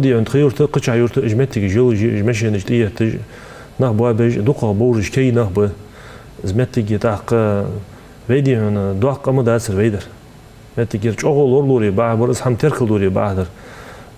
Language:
Ingush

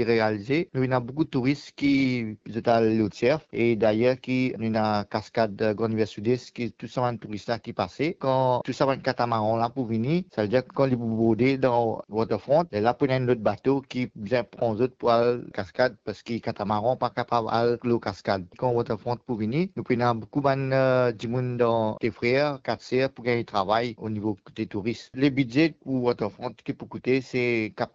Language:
Morisyen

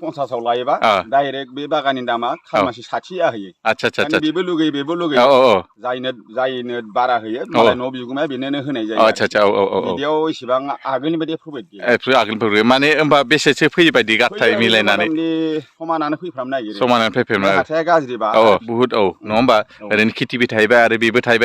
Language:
Bodo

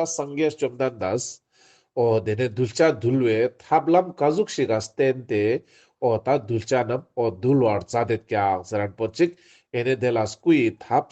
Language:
Ladakhi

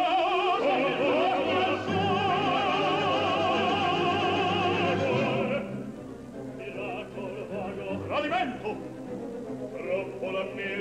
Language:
Italian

